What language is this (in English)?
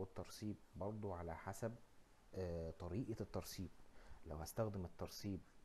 Egyptian Arabic